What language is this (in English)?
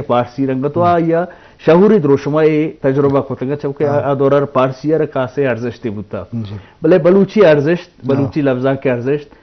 Eastern Balochi